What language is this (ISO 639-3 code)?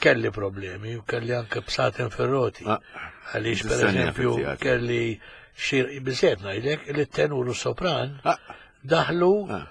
mlt